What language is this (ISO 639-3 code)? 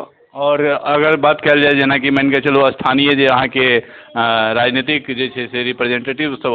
mai